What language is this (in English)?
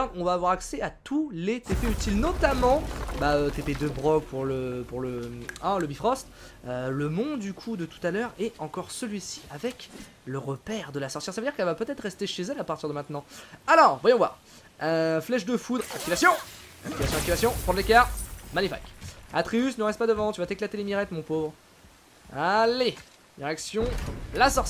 French